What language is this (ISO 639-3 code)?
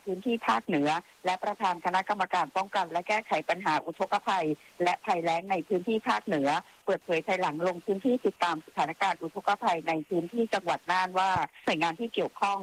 tha